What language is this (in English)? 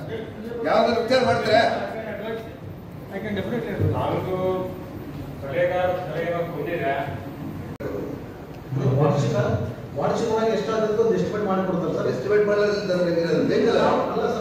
Kannada